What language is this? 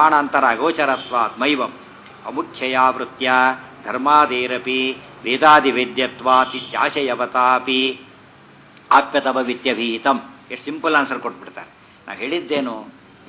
Kannada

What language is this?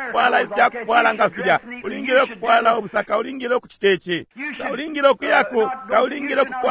Bemba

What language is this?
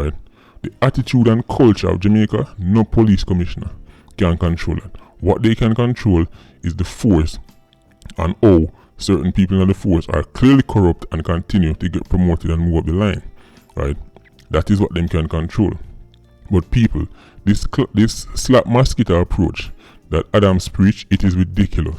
Jamaican Creole English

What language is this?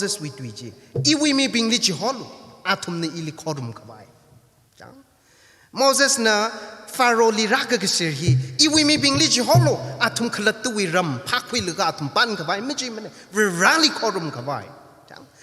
Tangkhul Naga (India)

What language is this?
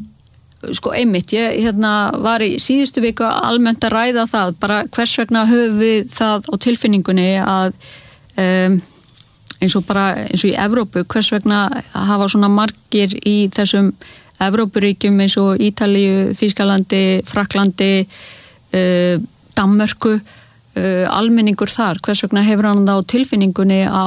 Icelandic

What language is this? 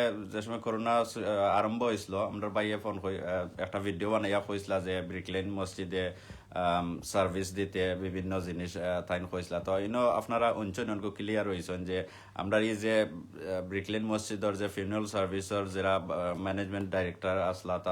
Sylheti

